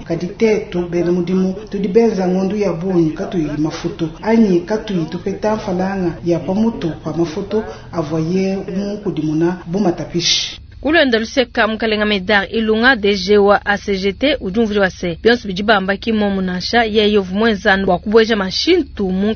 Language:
Luba-Lulua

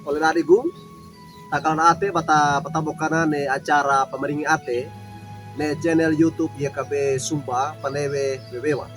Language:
Wejewa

